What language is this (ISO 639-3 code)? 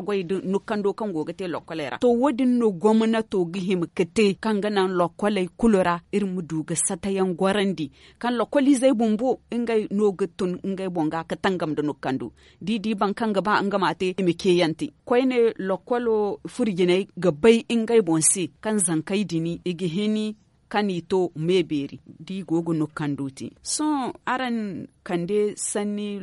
dje